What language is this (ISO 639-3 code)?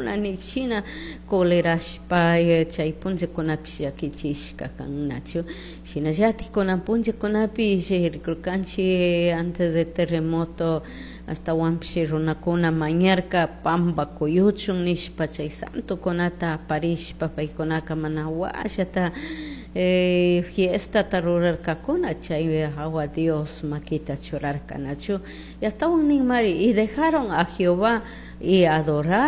qug